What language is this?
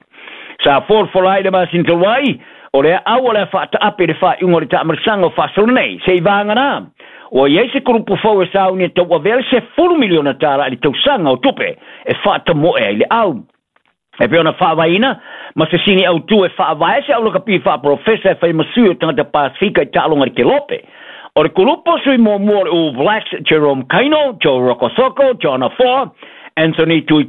Samoan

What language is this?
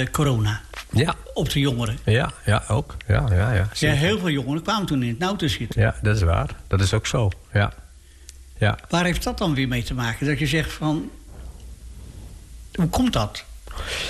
Dutch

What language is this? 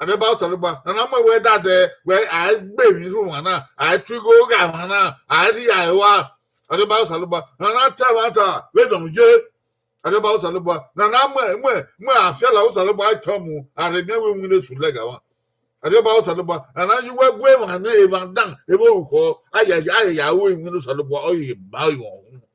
Bini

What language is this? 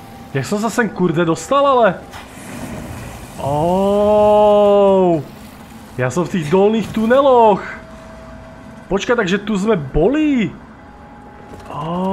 Slovak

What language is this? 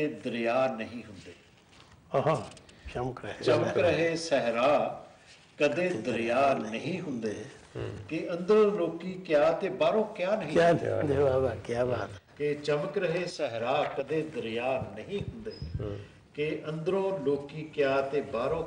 Punjabi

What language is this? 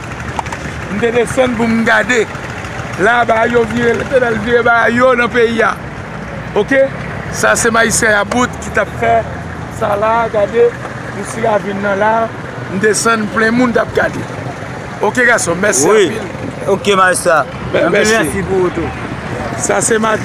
Haitian Creole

